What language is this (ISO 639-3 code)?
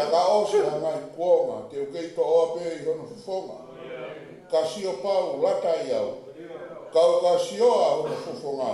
ton